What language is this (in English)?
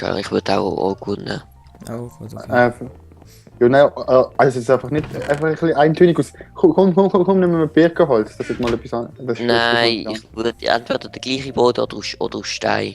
Swiss German